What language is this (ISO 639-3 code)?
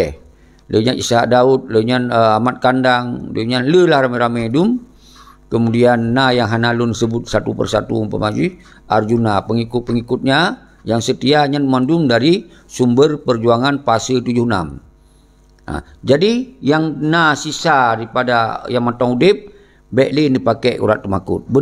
ace